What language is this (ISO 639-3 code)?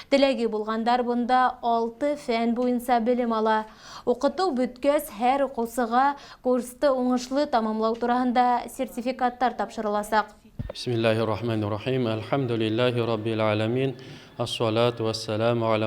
bak